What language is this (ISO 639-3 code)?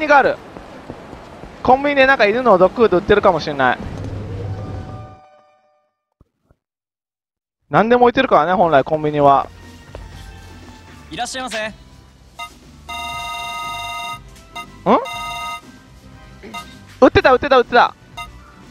jpn